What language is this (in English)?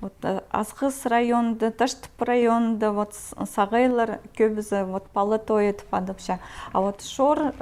Khakas